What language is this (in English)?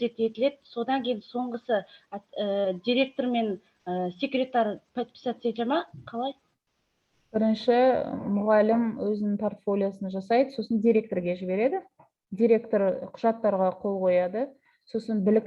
Kazakh